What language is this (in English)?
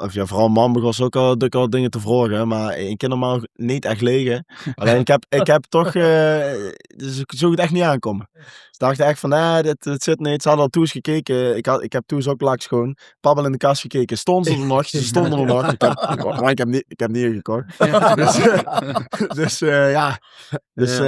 Limburgish